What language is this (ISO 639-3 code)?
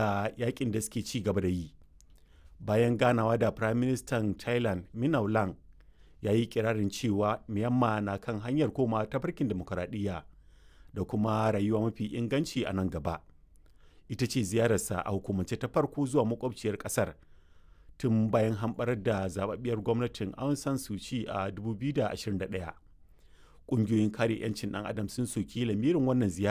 hau